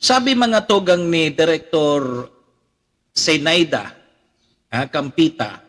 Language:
Bikol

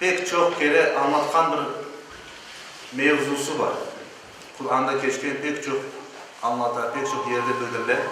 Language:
Crimean Tatar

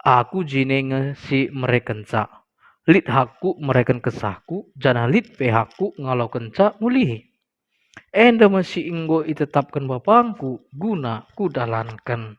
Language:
Batak Karo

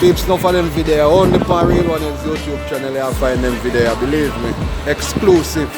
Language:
Jamaican Creole English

